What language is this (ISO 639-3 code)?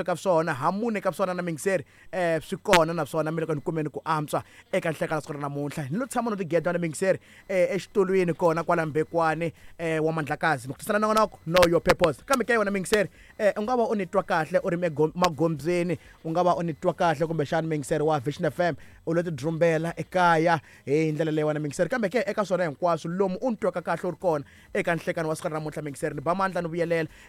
tso